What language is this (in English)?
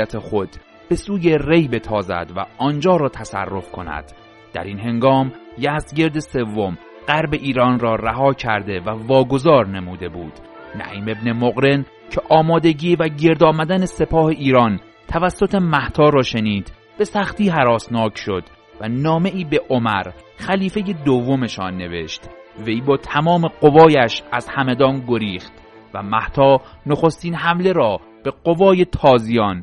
Persian